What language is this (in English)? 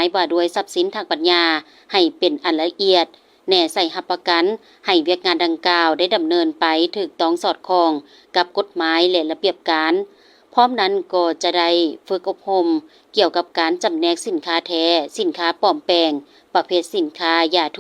Lao